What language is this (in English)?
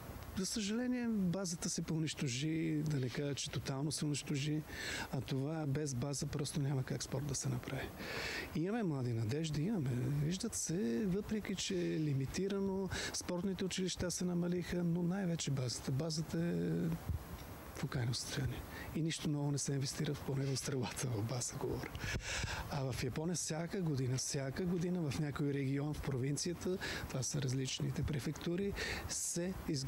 Bulgarian